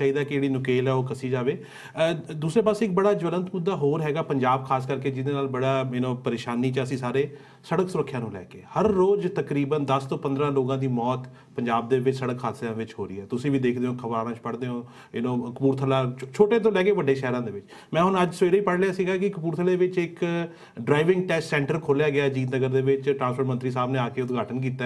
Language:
Punjabi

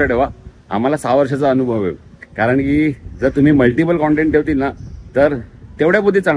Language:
Marathi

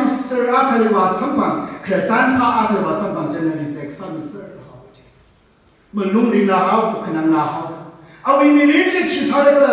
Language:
Tangkhul Naga (India)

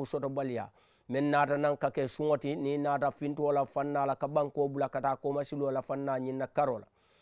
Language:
Mandingo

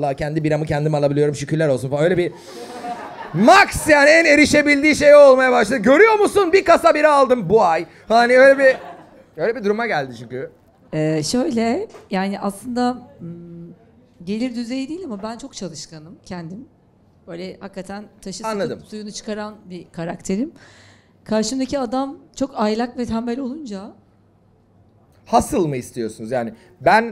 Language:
Turkish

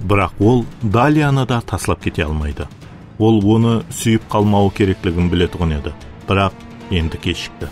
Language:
Kara-Kalpak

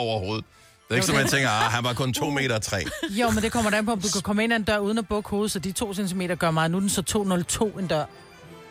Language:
Danish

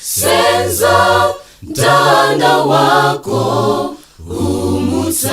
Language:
Nyanja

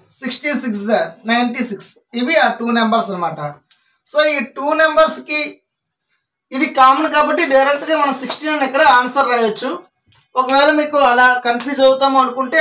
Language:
Telugu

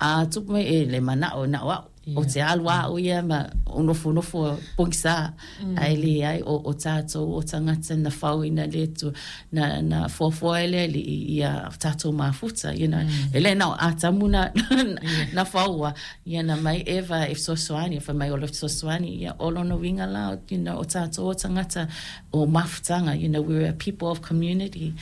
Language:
Samoan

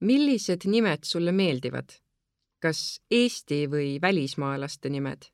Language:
Estonian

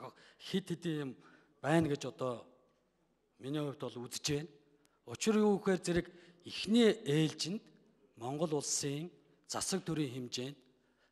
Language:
Mongolian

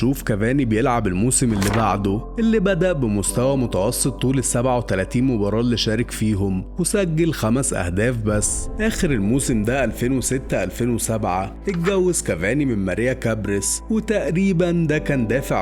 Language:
Egyptian Arabic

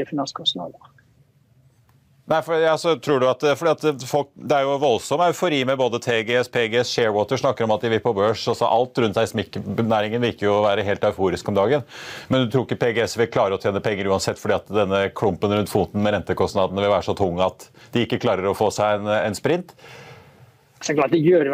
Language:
Norwegian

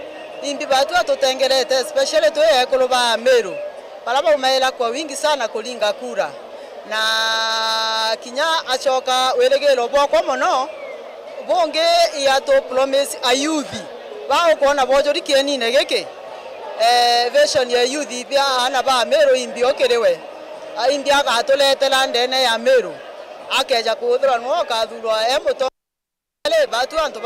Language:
Meru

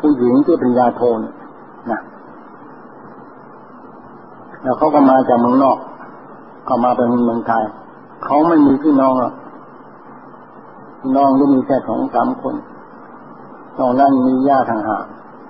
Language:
Thai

